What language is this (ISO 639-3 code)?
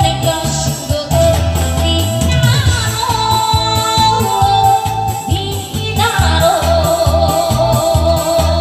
kor